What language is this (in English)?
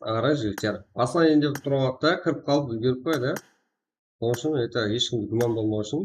Kara-Kalpak